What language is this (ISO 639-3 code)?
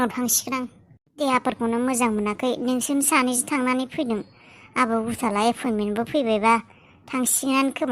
brx